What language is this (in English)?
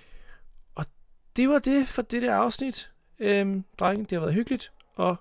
Danish